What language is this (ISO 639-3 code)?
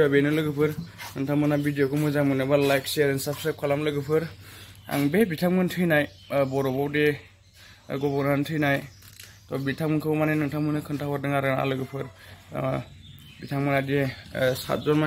brx